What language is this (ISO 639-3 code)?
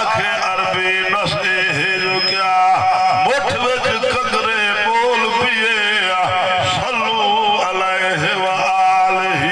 skr